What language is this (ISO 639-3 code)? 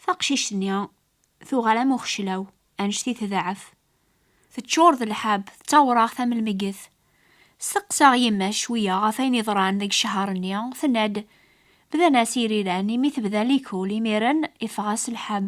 kab